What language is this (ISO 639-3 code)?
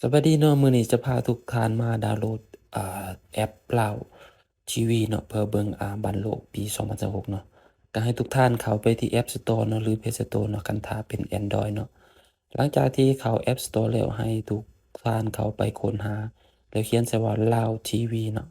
lao